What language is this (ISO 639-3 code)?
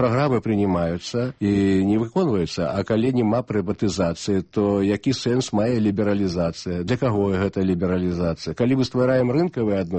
bel